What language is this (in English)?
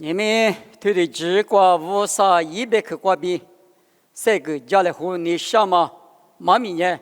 Lisu